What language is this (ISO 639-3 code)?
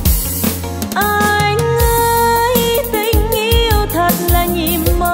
vie